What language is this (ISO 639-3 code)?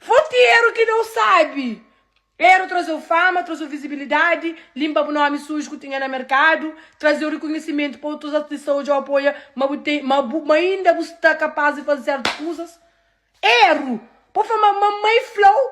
kea